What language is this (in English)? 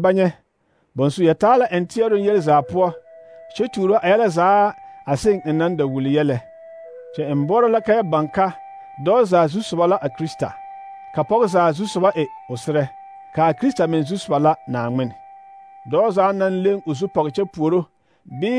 Southern Dagaare